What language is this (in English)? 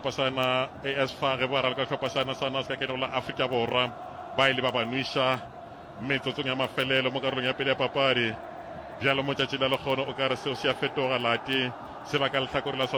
Northern Sotho